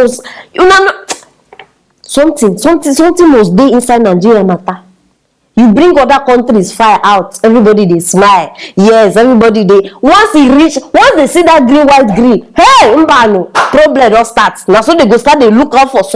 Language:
Nigerian Pidgin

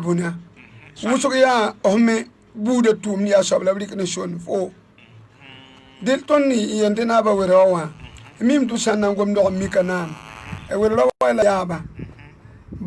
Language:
Mossi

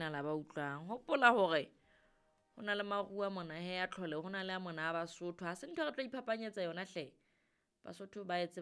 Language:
Southern Sotho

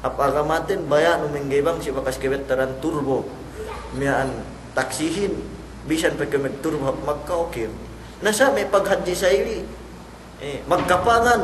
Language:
Yakan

